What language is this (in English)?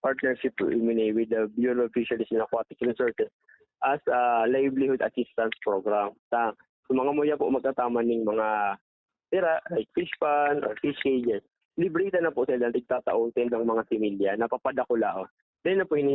Bikol